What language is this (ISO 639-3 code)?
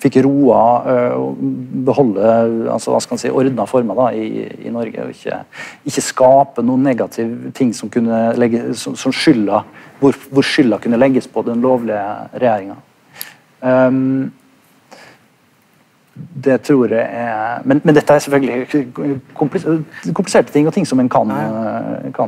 nor